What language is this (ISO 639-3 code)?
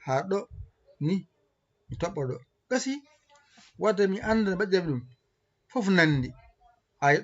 ful